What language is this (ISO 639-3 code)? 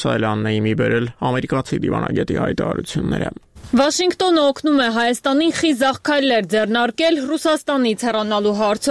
hye